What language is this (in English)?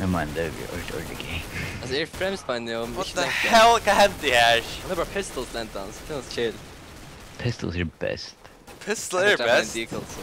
Faroese